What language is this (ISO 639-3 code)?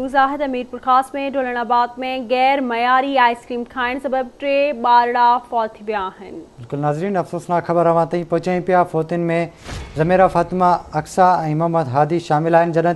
snd